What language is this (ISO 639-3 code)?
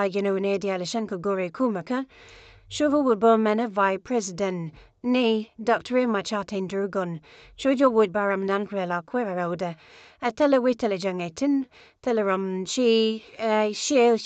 nus